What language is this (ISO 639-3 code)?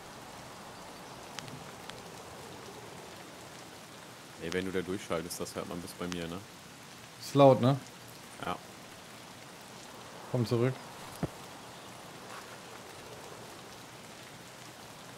deu